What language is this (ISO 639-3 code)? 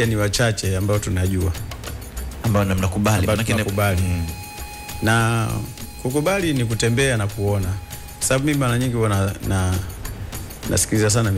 swa